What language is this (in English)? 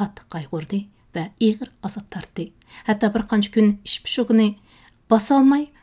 Uyghur